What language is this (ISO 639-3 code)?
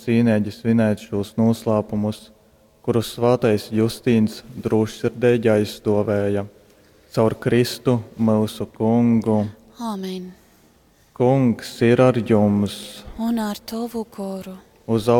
ltg